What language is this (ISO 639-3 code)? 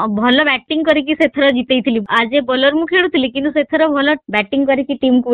ori